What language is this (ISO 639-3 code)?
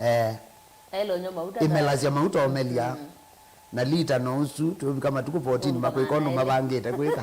kam